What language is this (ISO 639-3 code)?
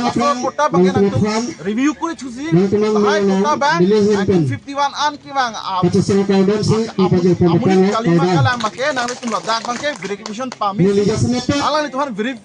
mjw